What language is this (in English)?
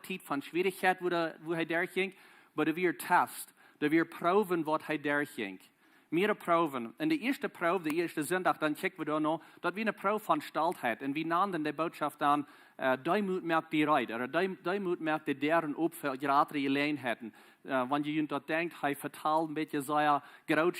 Plautdietsch